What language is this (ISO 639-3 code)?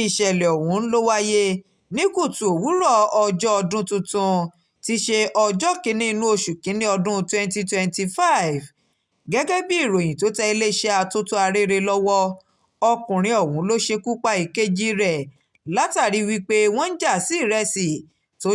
yor